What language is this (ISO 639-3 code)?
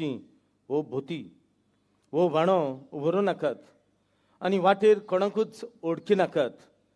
kok